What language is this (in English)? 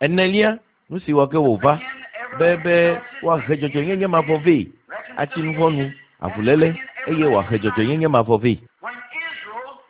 Ewe